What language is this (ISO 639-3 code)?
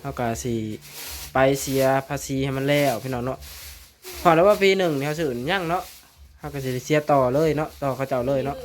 lao